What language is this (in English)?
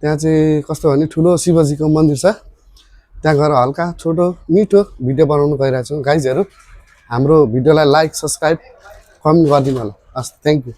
Nepali